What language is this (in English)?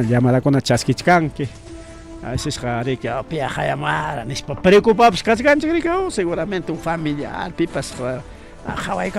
Ayacucho Quechua